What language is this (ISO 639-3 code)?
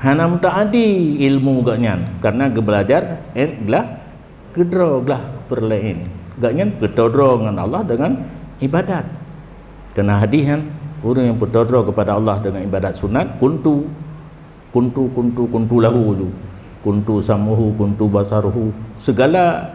ace